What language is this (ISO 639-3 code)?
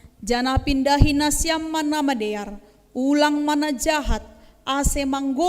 bts